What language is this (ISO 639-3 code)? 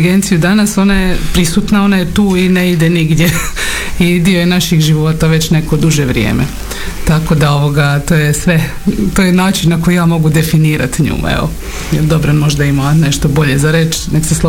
hrv